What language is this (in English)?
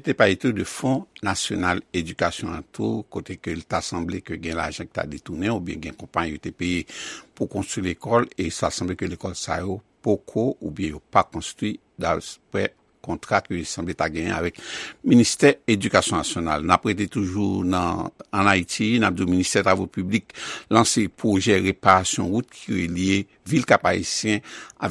Haitian Creole